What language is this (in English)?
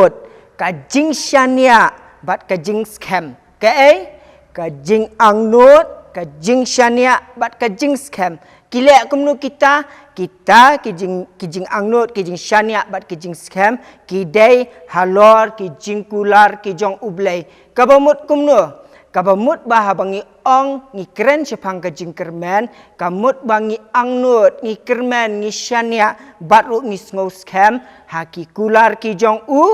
Khasi